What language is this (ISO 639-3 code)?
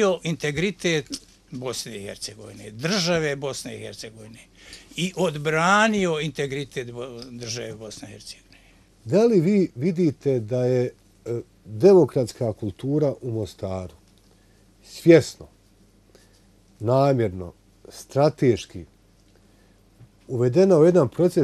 bos